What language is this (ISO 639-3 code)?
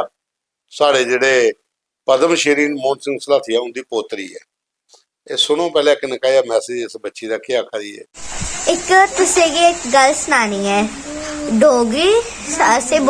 doi